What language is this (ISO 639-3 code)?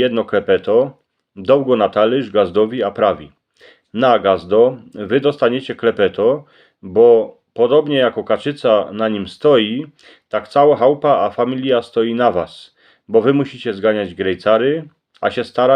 szl